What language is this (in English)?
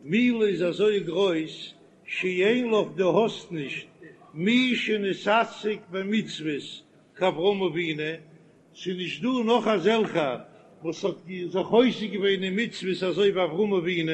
Yiddish